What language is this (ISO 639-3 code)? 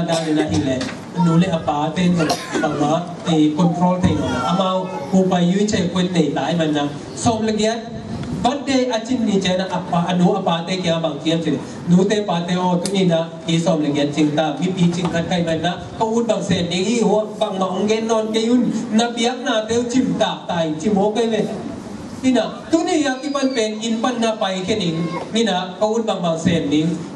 ctd